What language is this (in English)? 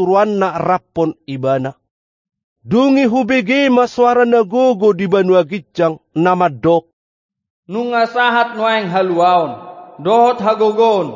Batak Toba